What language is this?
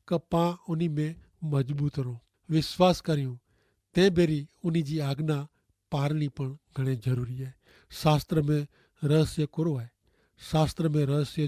Kachhi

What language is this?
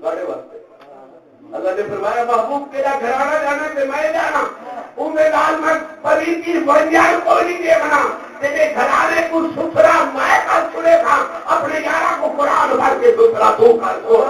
Saraiki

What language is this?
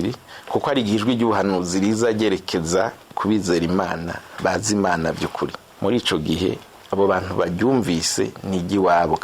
Rundi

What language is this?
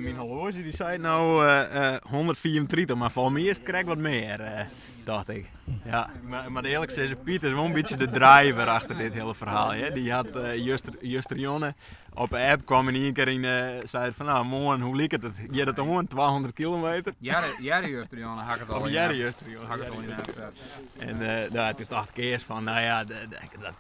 Western Frisian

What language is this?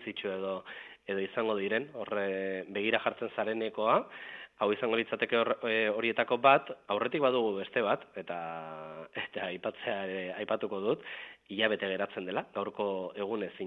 Basque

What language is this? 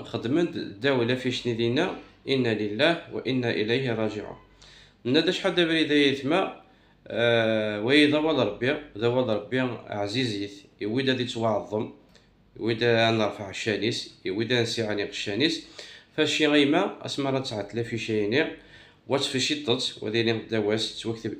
Kabyle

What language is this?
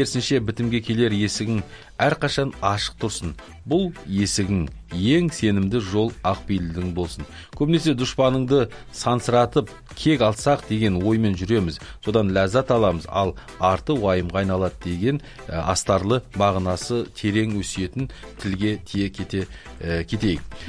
Kazakh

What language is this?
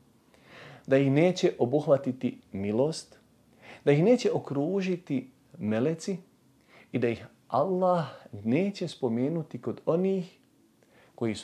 Bosnian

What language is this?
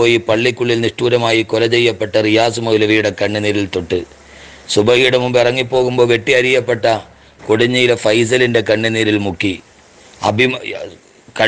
Malayalam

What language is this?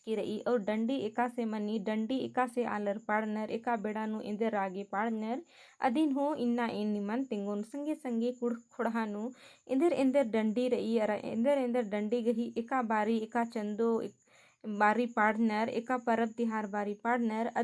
Kurukh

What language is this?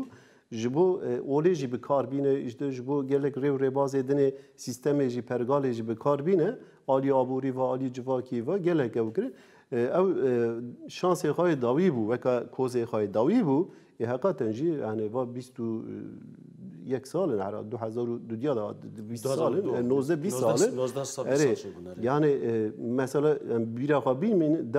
Kurdish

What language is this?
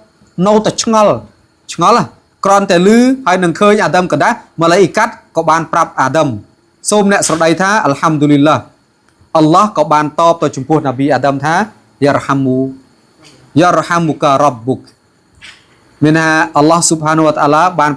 Khmer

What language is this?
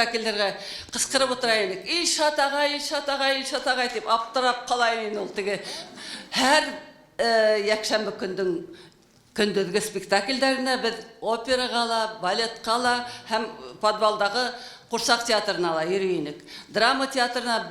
Bashkir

